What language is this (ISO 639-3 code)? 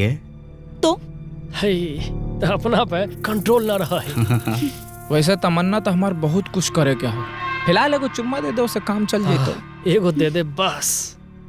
mag